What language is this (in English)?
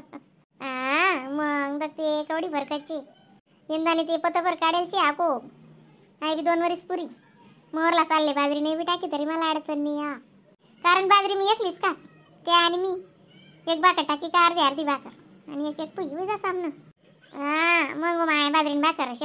Khandesi